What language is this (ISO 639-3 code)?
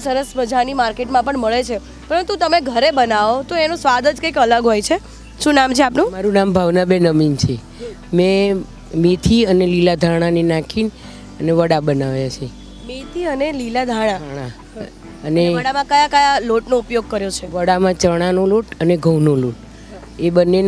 guj